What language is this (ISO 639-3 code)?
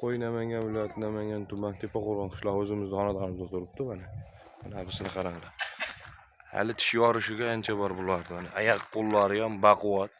uzb